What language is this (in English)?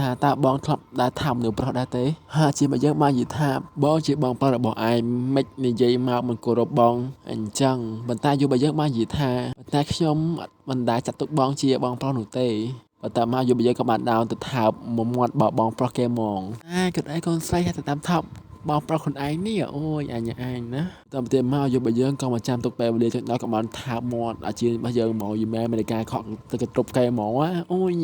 Khmer